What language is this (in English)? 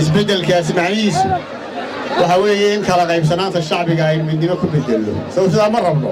Somali